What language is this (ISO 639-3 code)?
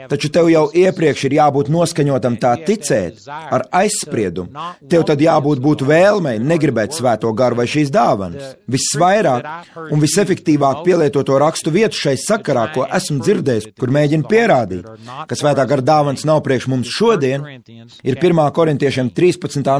lav